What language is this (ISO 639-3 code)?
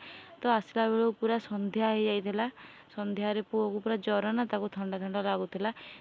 ori